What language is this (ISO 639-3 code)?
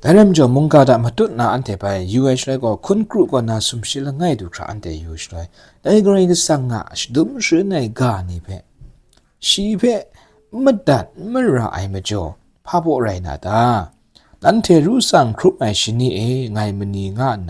kac